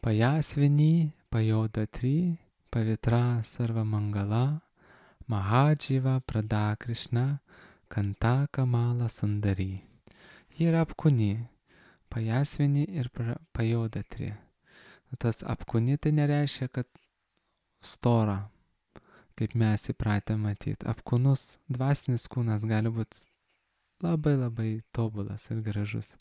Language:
Lithuanian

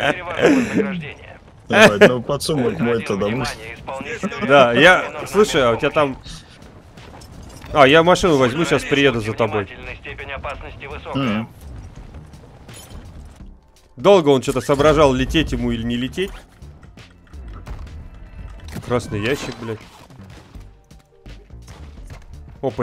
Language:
Russian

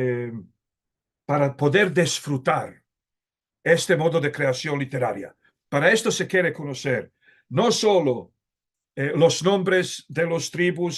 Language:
Ladino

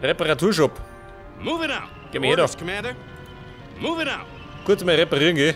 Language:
Bavarian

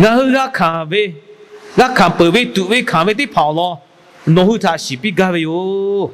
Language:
Lahu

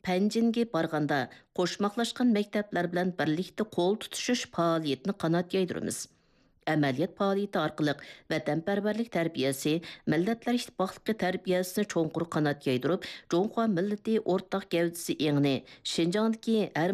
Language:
Uyghur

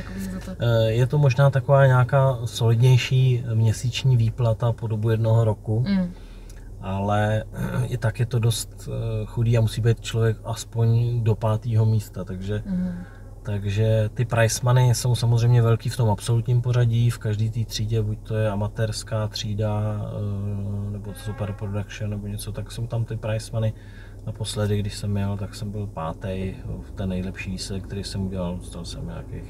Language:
Czech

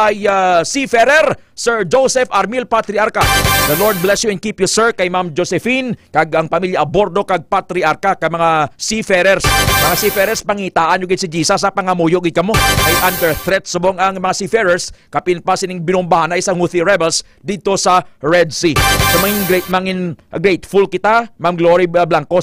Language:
Hiligaynon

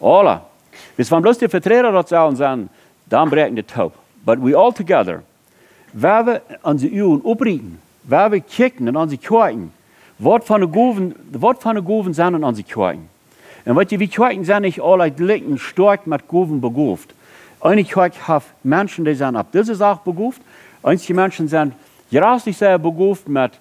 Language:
Plautdietsch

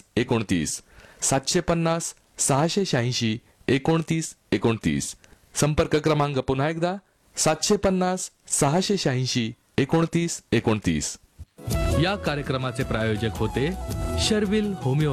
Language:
Marathi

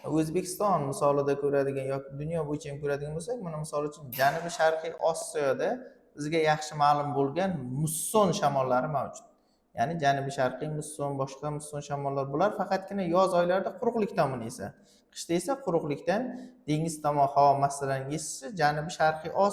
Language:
Uzbek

